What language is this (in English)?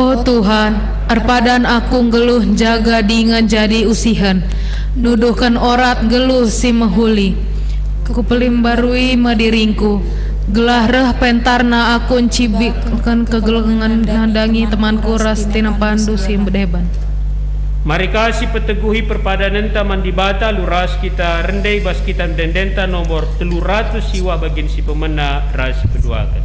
Batak Karo